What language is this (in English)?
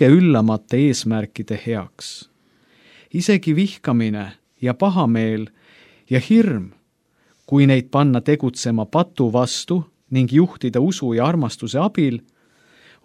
Estonian